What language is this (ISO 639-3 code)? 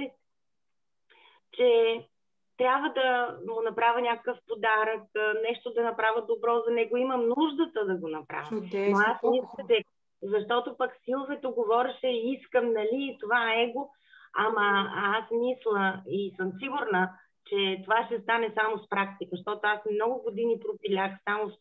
bul